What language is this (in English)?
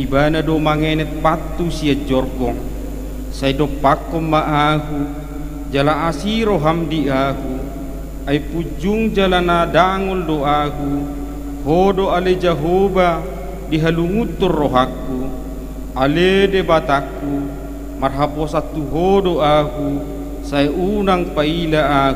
Batak Toba